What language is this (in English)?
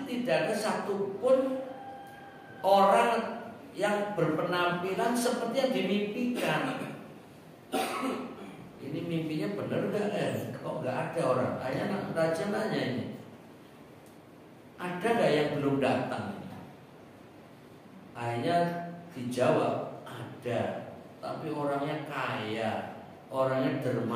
Indonesian